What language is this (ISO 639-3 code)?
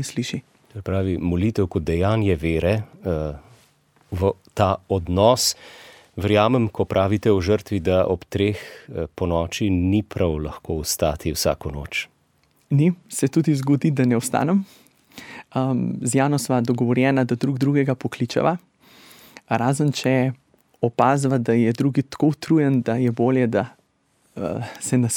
slv